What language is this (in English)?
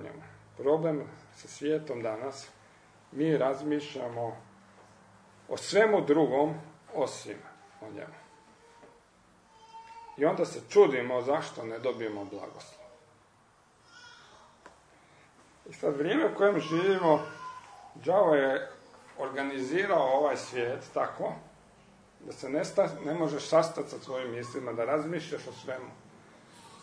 Croatian